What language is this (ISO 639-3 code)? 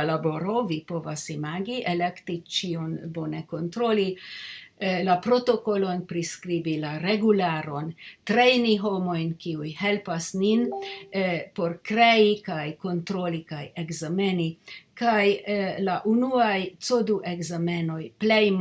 epo